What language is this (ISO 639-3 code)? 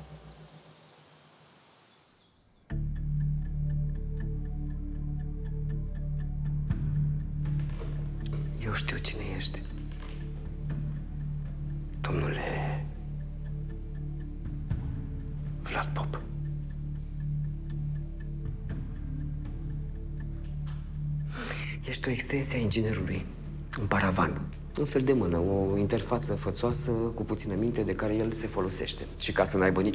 ron